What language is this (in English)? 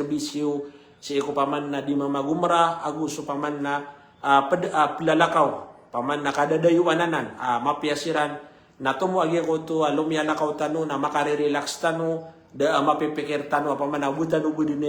Maranao